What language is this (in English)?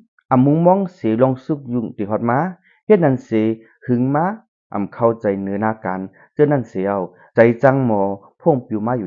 Shan